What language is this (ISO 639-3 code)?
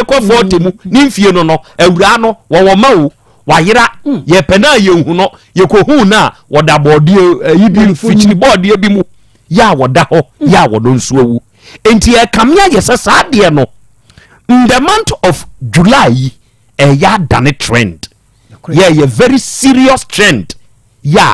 aka